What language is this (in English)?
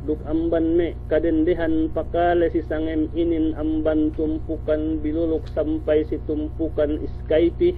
Yakan